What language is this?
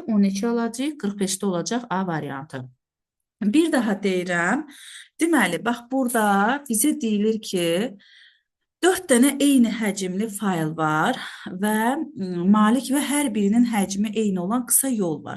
Azerbaijani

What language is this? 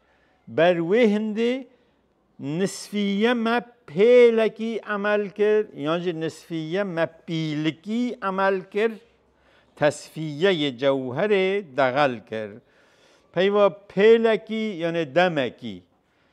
Kurdish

